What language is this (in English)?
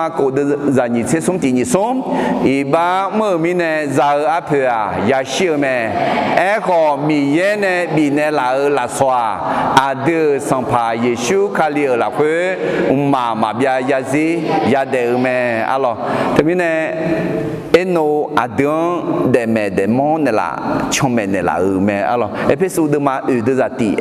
Akha